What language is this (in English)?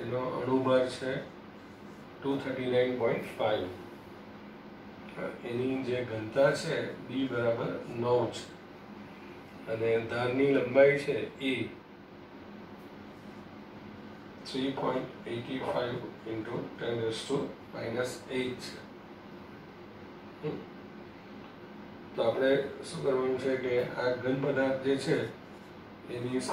Gujarati